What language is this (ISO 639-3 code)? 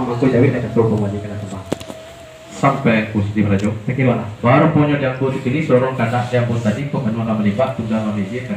min